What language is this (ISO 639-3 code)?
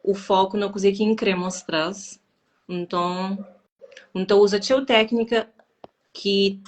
kea